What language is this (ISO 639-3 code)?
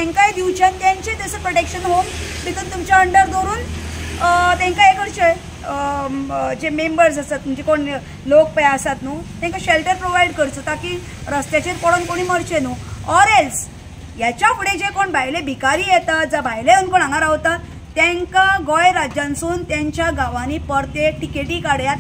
kok